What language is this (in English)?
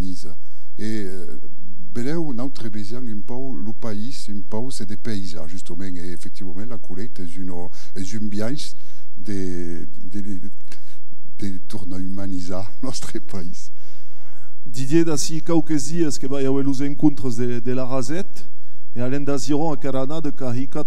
Occitan